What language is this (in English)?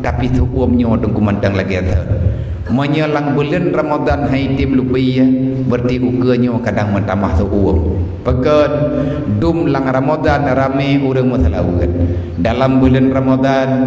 Achinese